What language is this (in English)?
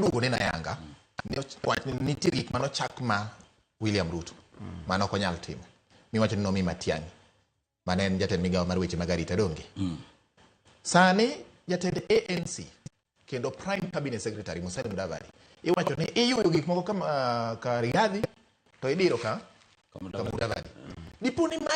Luo (Kenya and Tanzania)